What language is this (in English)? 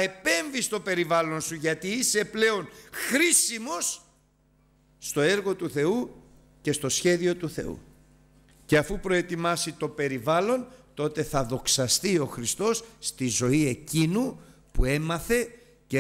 Greek